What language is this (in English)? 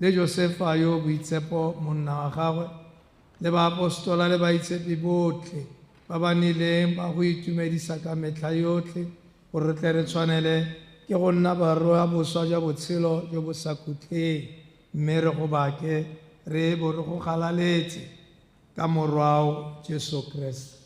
Tswana